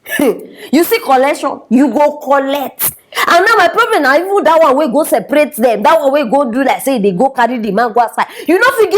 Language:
Nigerian Pidgin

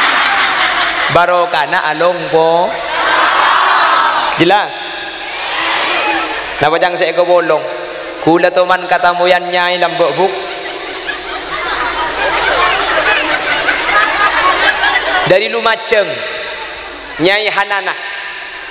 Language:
Madurese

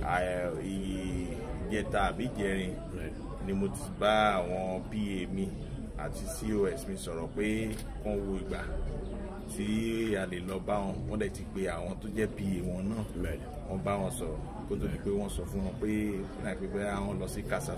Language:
Yoruba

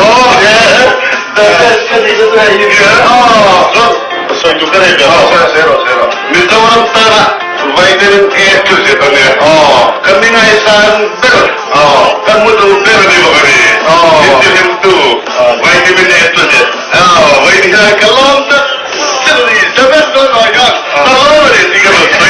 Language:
Mizo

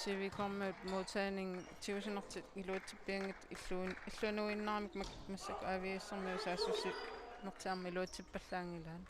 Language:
Kalaallisut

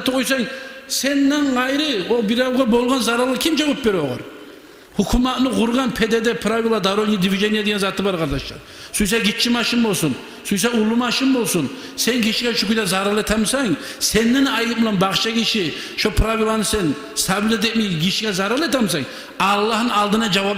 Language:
Kumyk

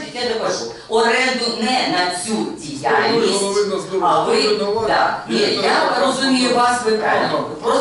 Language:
Ukrainian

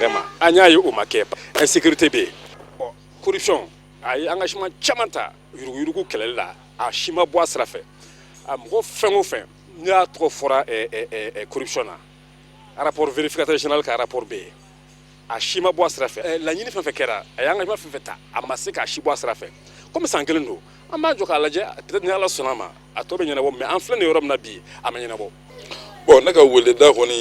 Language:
Bambara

